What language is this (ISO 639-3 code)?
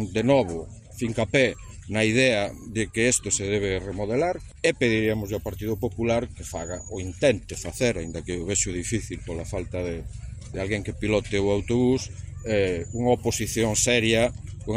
glg